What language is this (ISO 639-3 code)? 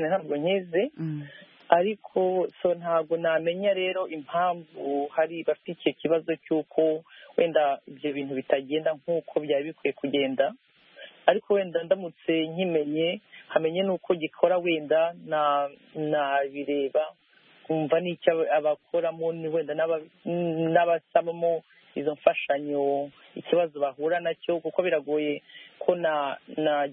kin